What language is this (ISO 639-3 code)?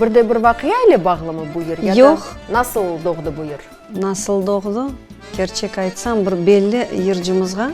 crh